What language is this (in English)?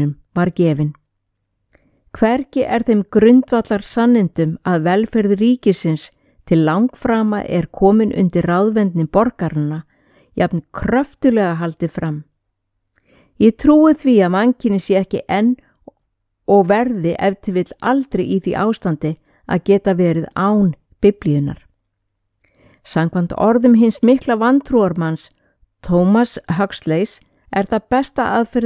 Icelandic